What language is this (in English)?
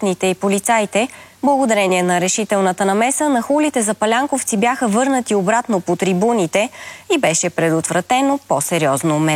Bulgarian